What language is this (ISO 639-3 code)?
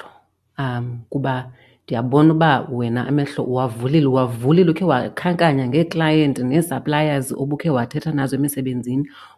xho